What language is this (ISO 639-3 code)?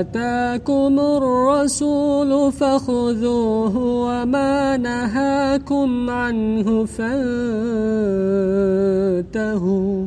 div